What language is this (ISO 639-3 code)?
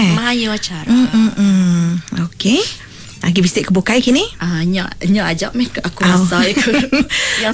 iba